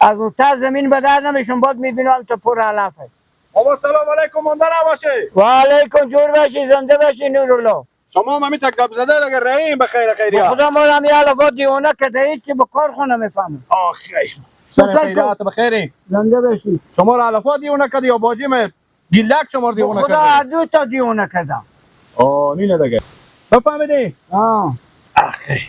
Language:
Persian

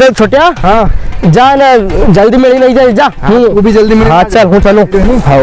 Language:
Rajasthani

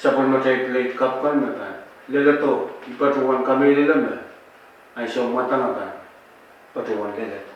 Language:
Pohnpeian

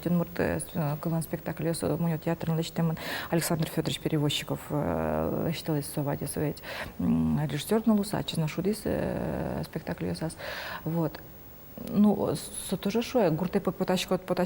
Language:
Udmurt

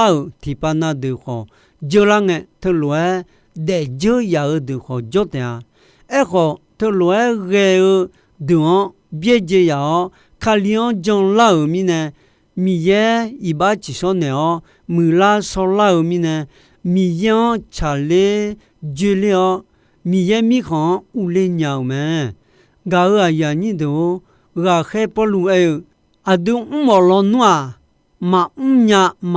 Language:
Akha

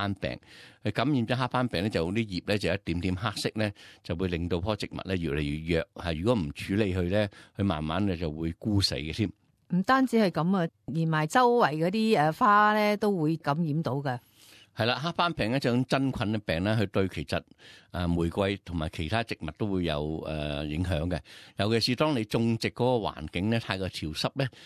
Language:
Cantonese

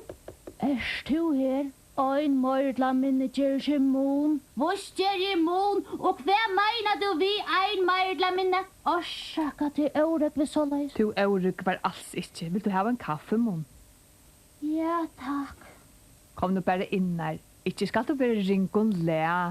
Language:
Faroese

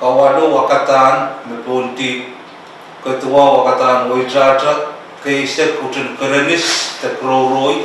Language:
Pohnpeian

